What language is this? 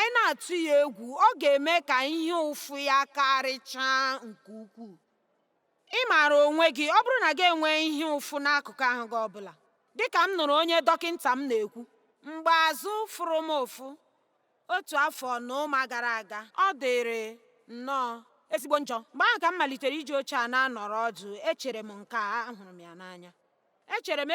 Igbo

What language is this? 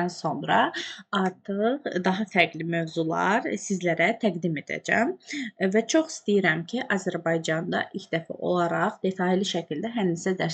Azerbaijani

